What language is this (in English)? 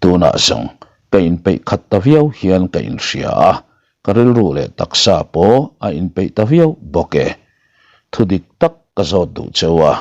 Mizo